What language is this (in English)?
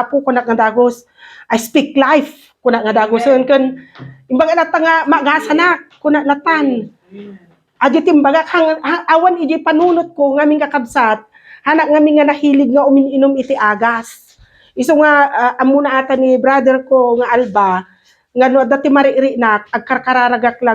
Iloko